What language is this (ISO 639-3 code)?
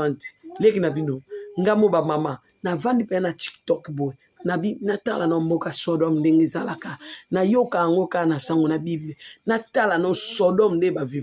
lin